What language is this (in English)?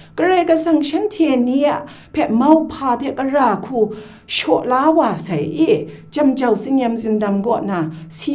Kachin